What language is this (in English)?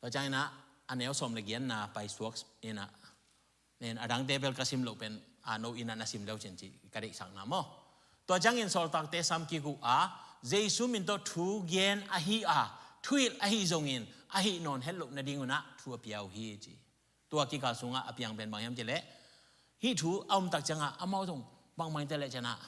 Tedim Chin